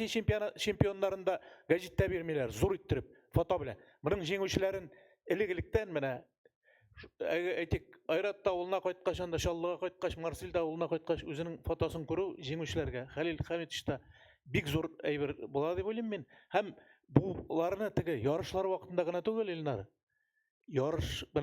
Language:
Tatar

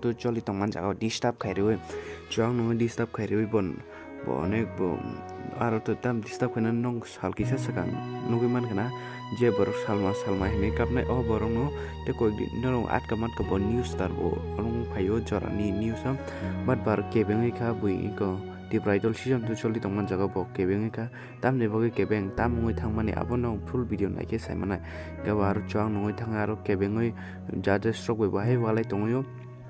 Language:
Kok Borok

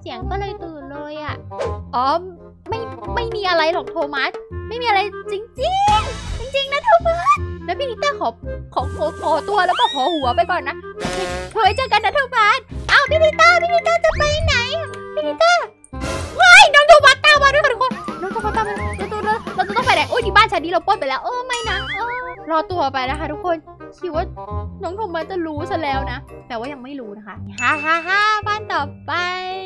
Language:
Thai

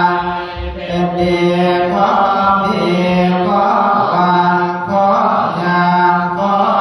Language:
Pali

